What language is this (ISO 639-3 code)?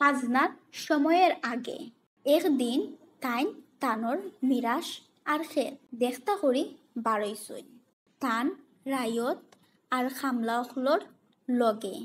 syl